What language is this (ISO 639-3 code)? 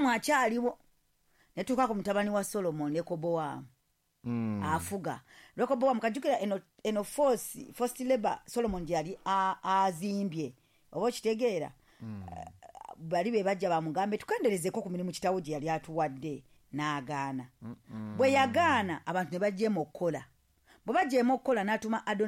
lug